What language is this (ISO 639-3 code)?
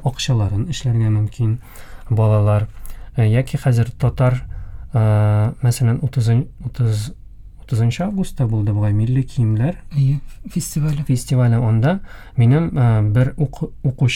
tat